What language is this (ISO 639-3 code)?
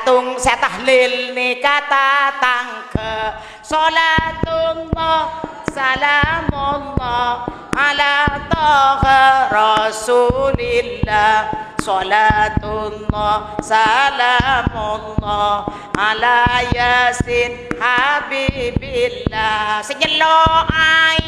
mad